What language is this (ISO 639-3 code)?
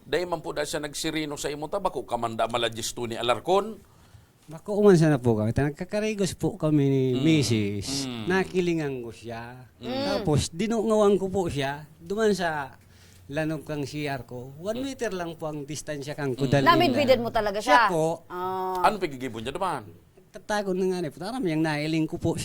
bik